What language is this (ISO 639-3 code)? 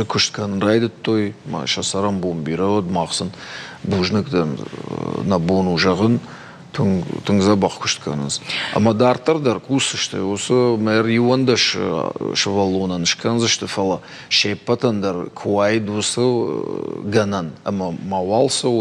oss